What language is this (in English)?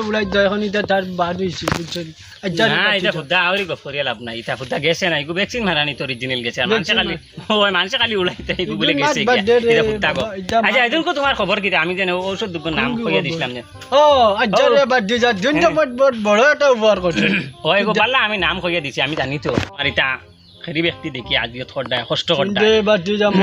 Sylheti